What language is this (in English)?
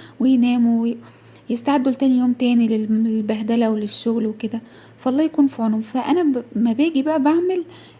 Egyptian Arabic